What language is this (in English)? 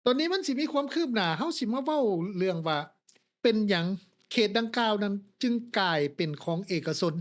Lao